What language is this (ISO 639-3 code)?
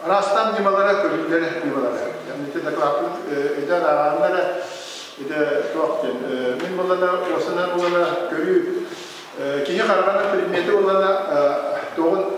sah